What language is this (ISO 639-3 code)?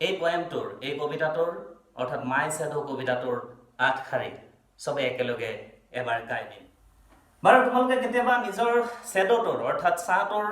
asm